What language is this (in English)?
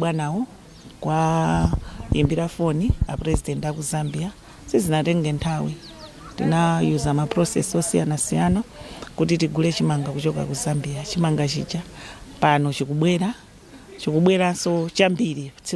Nyanja